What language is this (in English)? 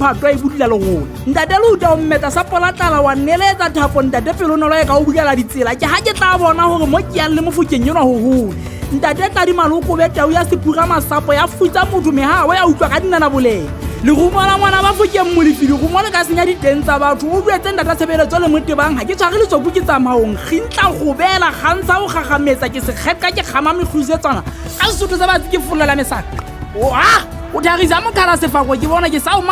Southern Sotho